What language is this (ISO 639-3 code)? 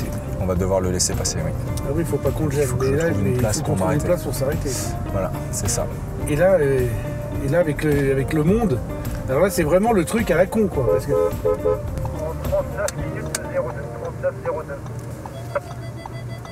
fra